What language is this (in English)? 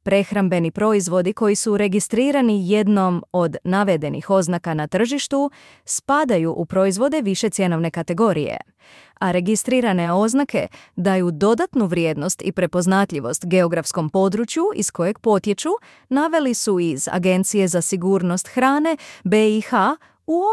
Bosnian